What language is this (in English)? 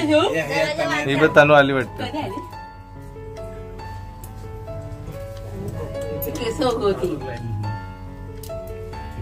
Marathi